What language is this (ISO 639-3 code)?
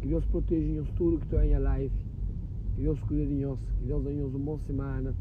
kea